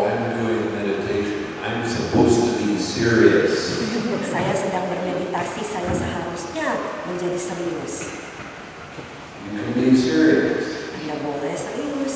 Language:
Indonesian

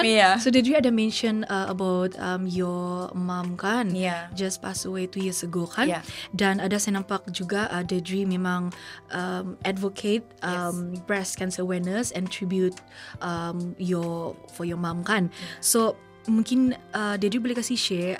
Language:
Malay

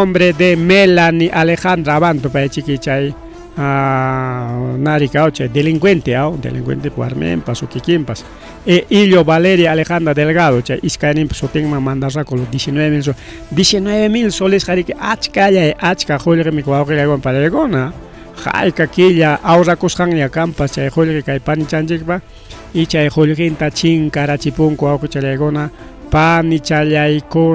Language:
Ayacucho Quechua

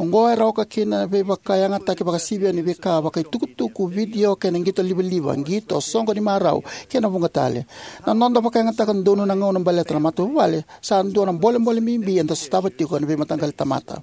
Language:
Fijian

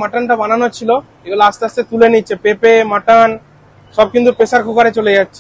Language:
Bangla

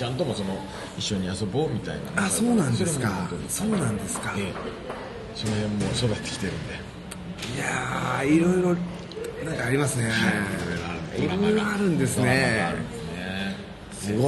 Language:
Japanese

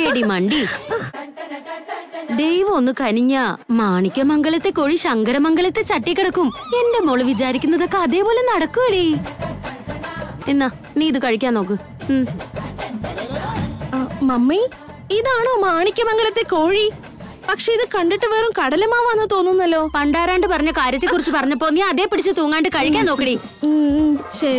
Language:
Malayalam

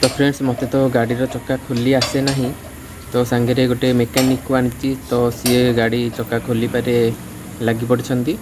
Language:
Odia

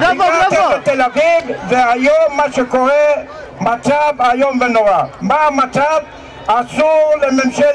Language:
Hebrew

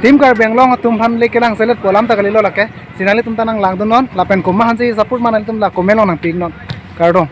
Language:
Karbi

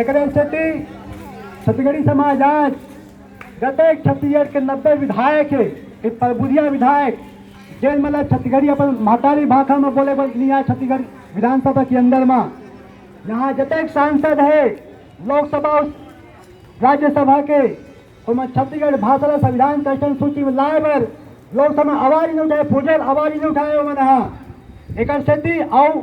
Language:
Chhattisgarhi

